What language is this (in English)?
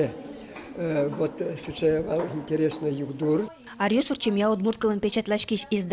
Udmurt